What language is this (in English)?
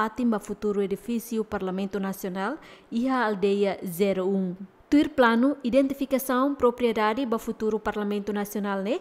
Tetum